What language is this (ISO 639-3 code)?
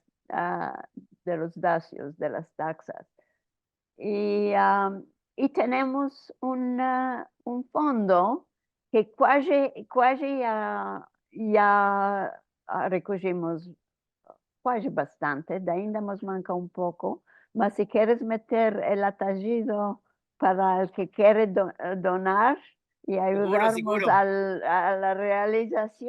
lad